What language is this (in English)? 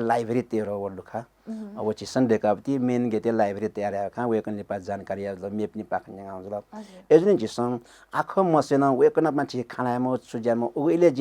Newari